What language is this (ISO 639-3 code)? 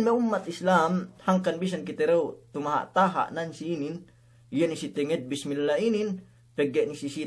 yka